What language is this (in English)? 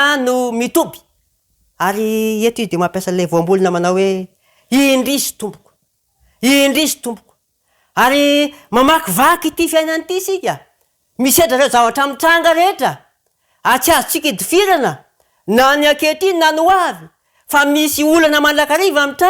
Malagasy